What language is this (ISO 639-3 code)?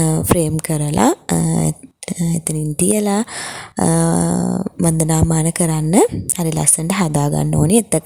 sin